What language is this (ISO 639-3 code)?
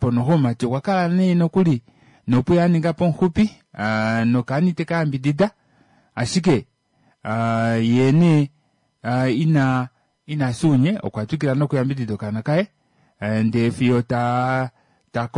kua